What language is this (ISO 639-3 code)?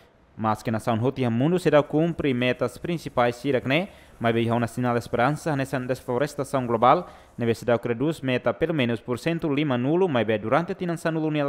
tet